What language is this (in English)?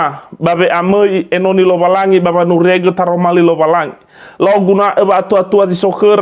Nias